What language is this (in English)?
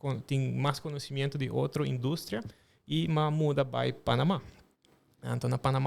Papiamento